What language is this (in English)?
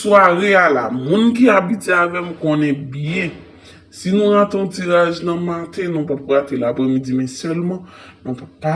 Haitian Creole